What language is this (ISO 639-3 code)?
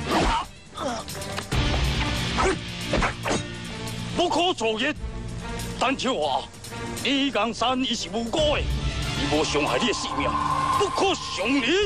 nan